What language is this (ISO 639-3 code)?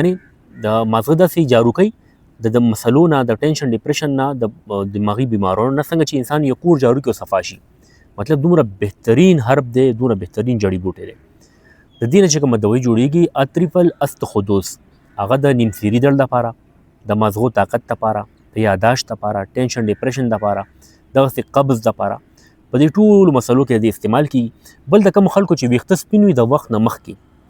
pus